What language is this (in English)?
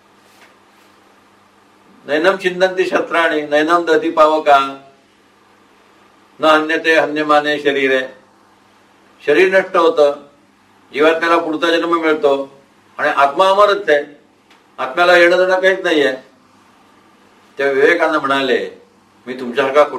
Marathi